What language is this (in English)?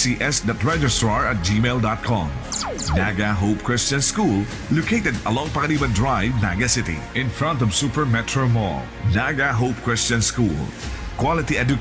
Bikol